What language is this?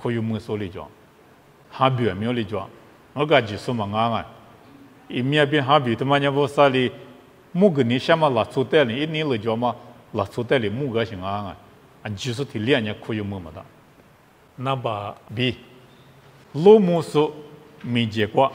Lisu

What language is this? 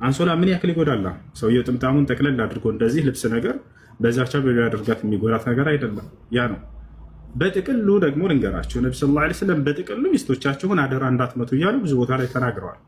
Amharic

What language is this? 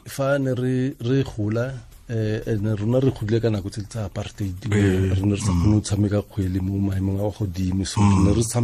Tswana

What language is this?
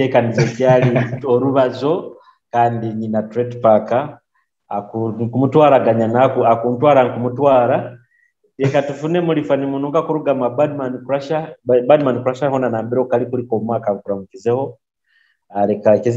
Nyoro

